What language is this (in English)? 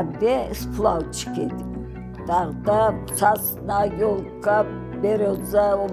Crimean Tatar